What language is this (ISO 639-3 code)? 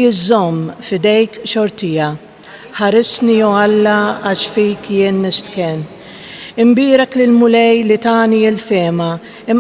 mlt